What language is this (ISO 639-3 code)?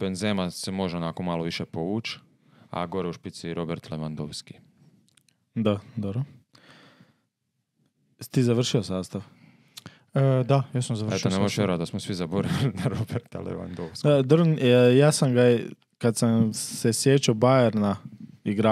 hrv